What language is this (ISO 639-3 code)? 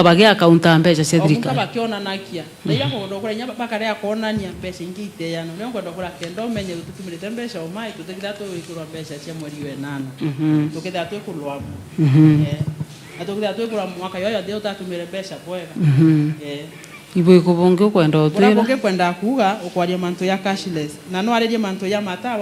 mer